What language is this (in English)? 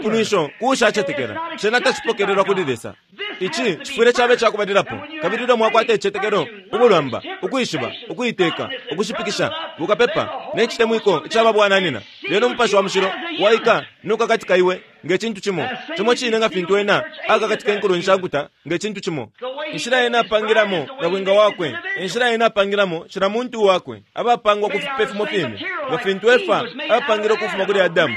Bemba